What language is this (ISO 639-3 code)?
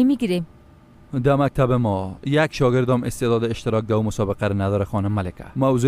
fas